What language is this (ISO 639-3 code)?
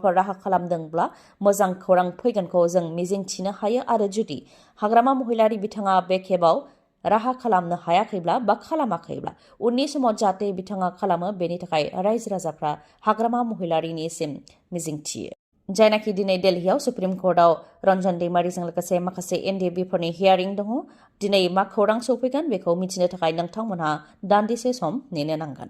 brx